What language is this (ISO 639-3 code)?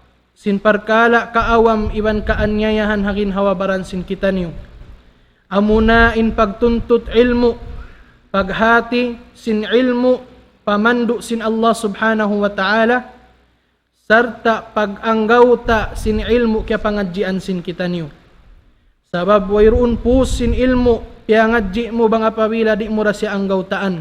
tsg